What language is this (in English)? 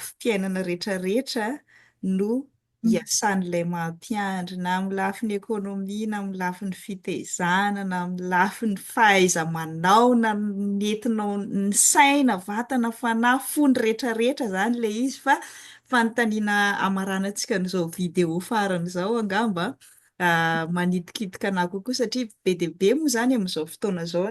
Malagasy